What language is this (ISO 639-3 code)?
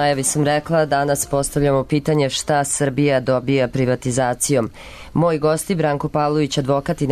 srp